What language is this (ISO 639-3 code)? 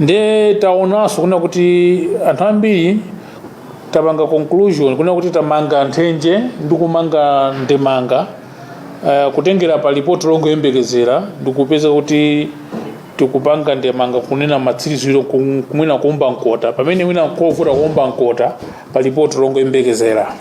nya